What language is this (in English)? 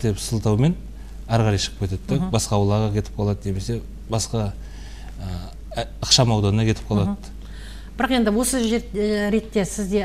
Kazakh